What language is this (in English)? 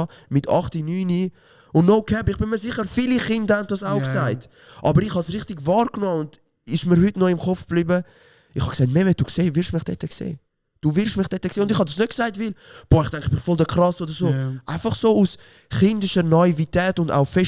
Swiss German